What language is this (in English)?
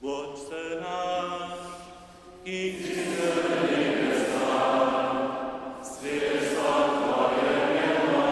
Upper Sorbian